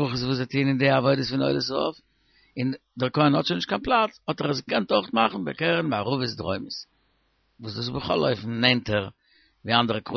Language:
Yiddish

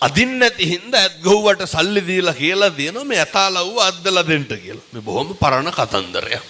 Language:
Sinhala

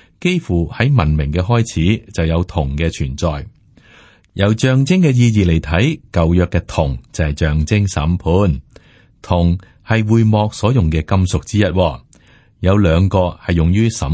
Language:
Cantonese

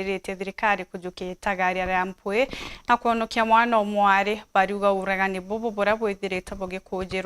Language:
Meru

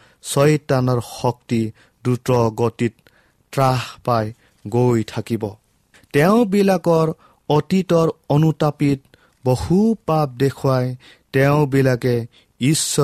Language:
Assamese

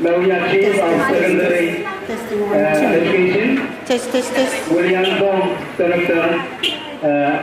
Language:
Pohnpeian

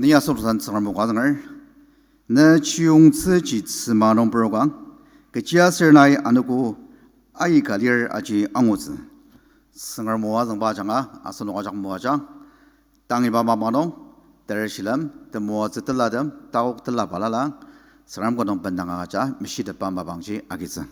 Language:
Ao Naga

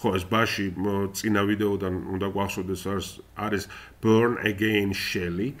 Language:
Georgian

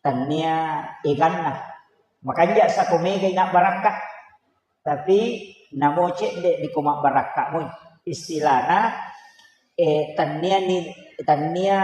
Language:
Buginese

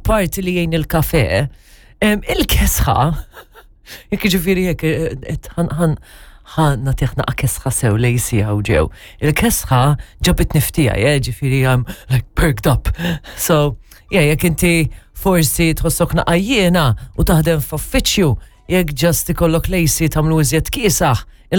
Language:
Maltese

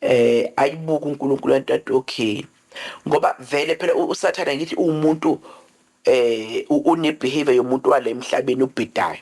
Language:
Zulu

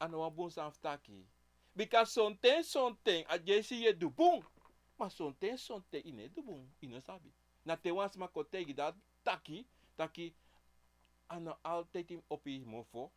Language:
Sranan Tongo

